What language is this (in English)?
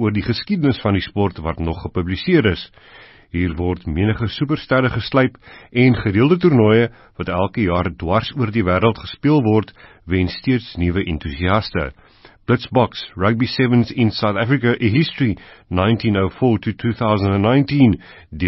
Afrikaans